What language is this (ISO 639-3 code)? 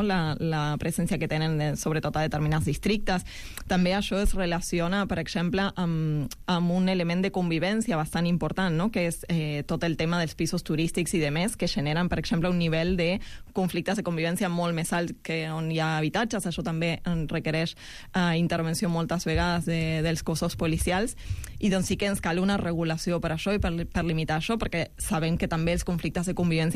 cat